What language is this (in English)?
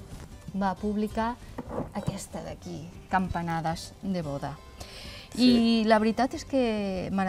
Catalan